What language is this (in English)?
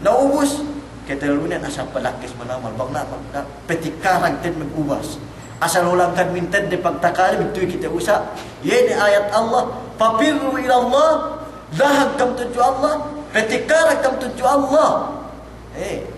Yakan